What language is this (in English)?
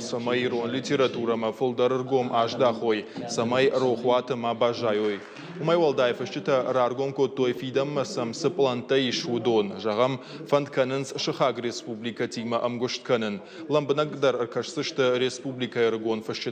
Ossetic